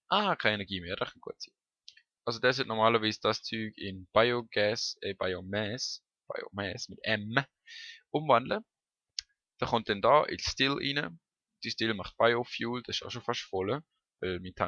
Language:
Swiss German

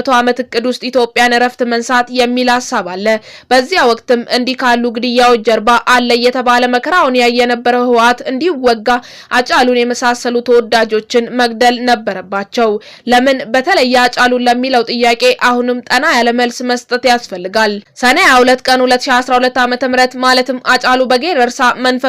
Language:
Amharic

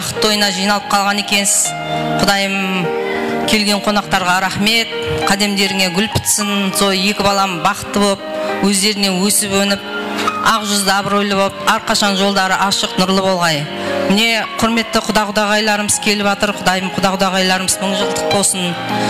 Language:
Kara-Kalpak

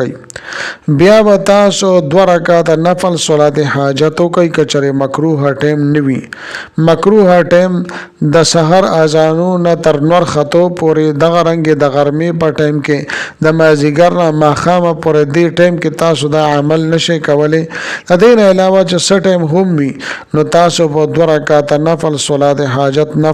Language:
Pashto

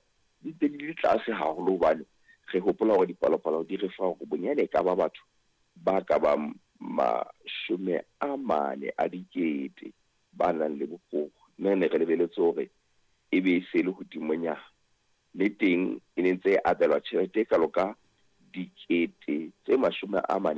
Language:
Southern Sotho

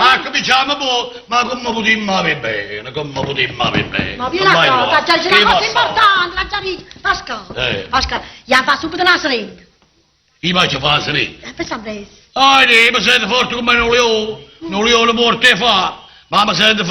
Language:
Neapolitan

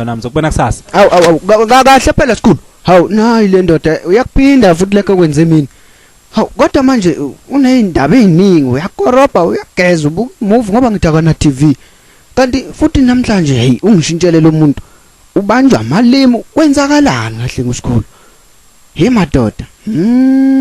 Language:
Zulu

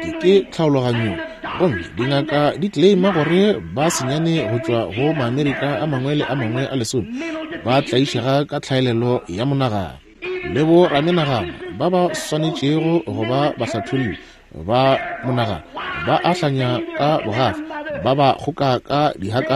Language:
Northern Sotho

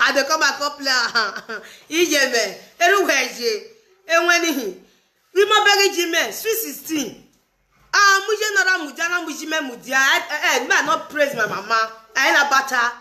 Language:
Nigerian Pidgin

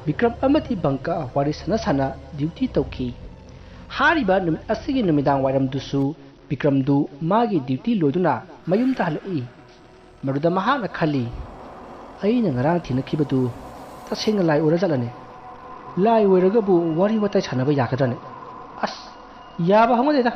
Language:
Manipuri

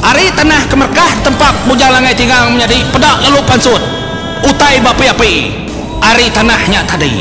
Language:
Iban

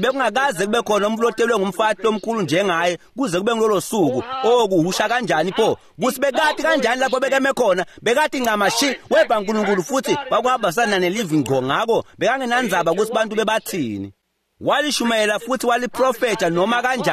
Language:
Swati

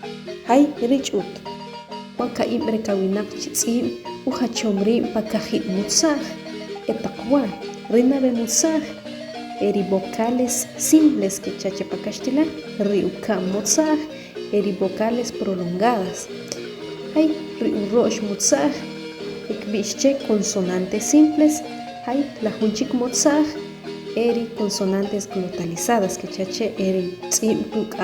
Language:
Achi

